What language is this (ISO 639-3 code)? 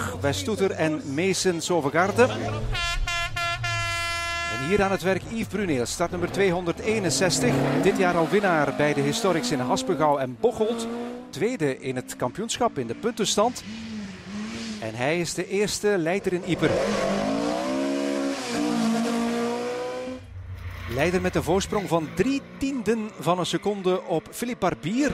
nld